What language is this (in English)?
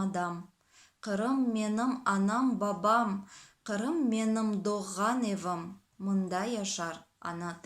Crimean Tatar